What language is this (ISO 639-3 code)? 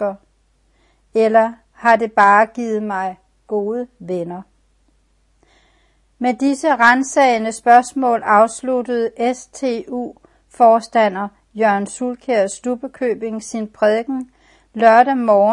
dan